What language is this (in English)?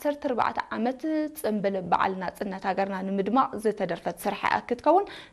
Tigrinya